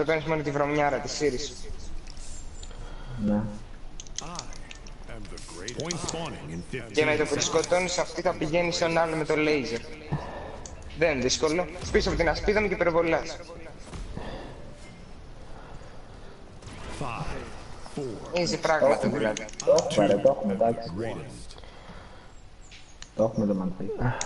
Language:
Greek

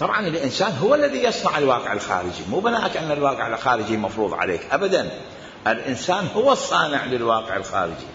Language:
Mesopotamian Arabic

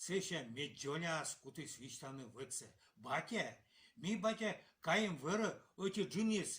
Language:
Komi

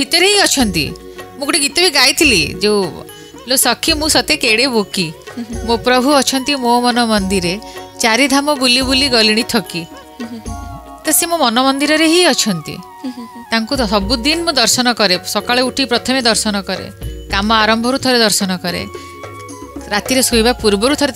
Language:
Odia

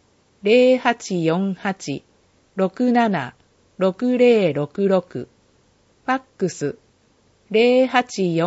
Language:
Japanese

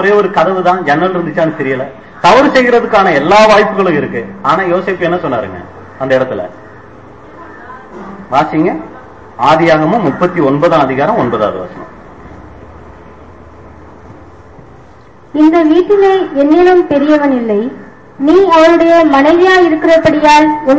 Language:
Tamil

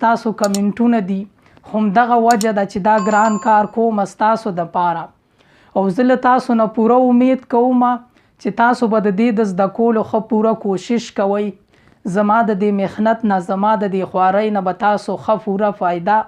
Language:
Pashto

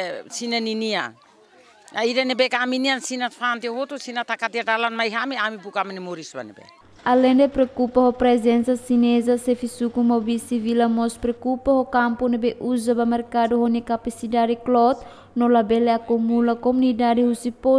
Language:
Tetum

